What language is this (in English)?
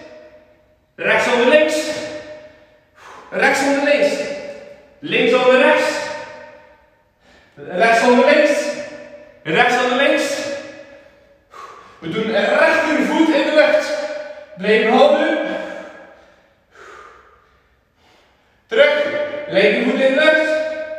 Dutch